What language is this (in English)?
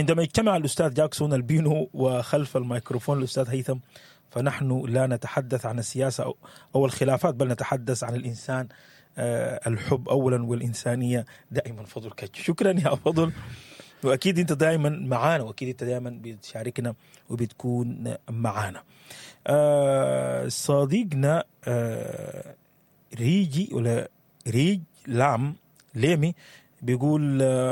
Sudanese Arabic